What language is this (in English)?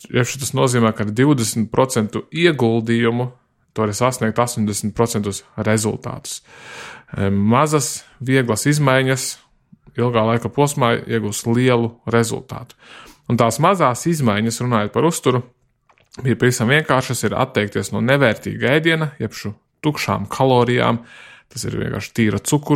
Latvian